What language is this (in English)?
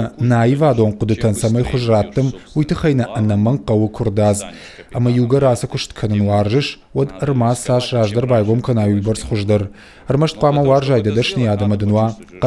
Ossetic